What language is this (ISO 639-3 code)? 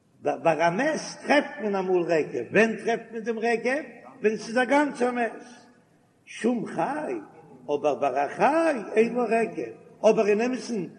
yid